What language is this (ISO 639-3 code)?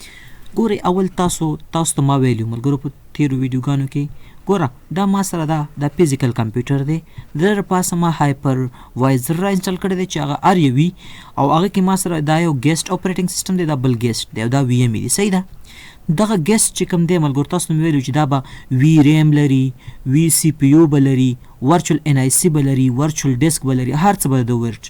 pus